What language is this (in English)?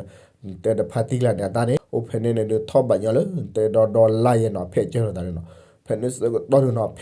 S'gaw Karen